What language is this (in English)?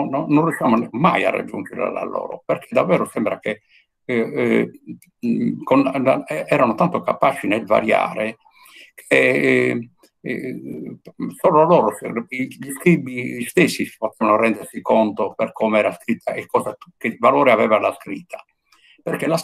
Italian